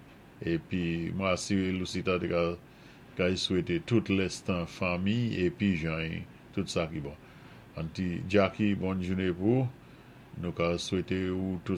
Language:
Saint Lucian Creole French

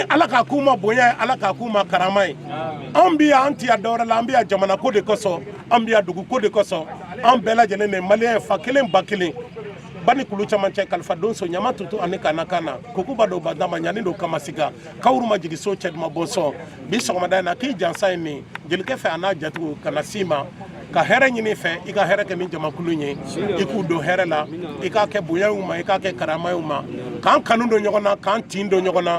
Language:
Bambara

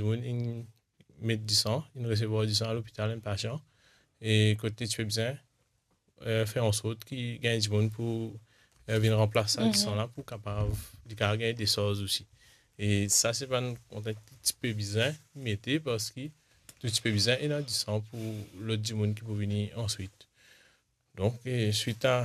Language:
Morisyen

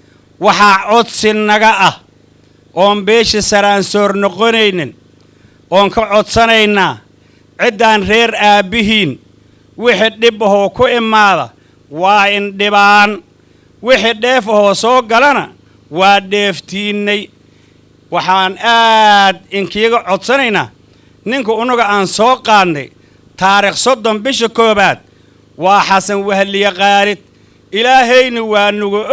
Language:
Somali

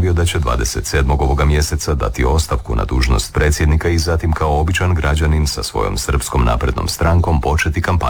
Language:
Croatian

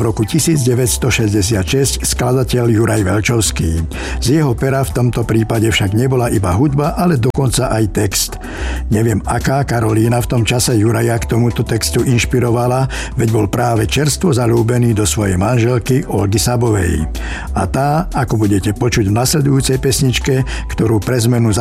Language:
Slovak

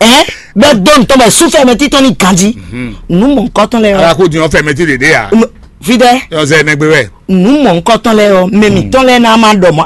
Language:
Fon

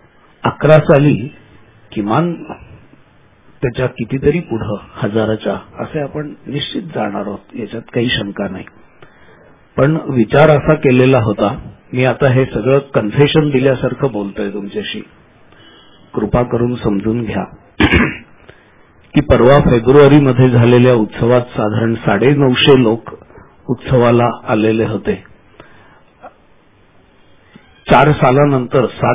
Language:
Marathi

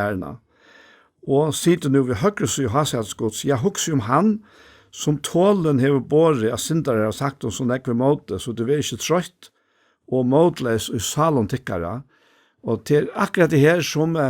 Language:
Faroese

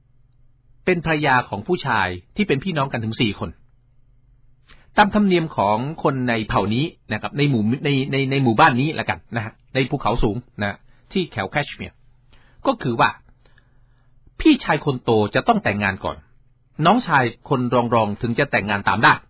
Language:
Thai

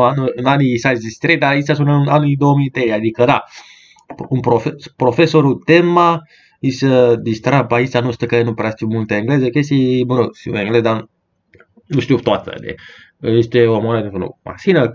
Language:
Romanian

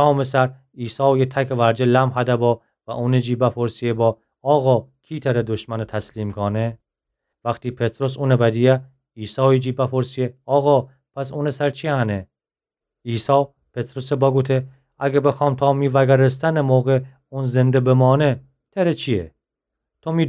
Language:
Gilaki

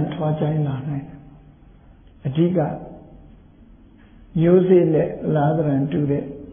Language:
Burmese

